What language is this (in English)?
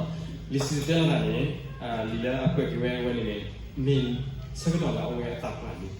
S'gaw Karen